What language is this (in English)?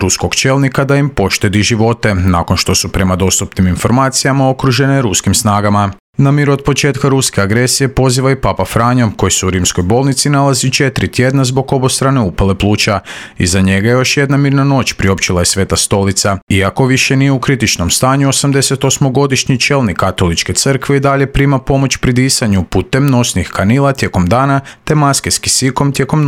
Croatian